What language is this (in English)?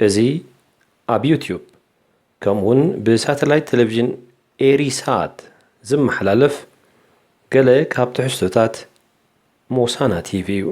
Tigrinya